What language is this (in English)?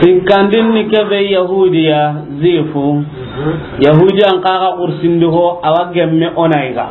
Soninke